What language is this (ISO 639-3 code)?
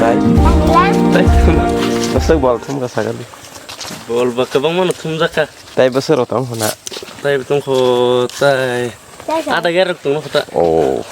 trp